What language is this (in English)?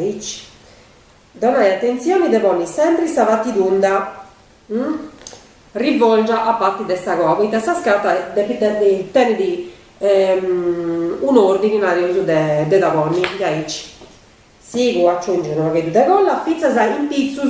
Sardinian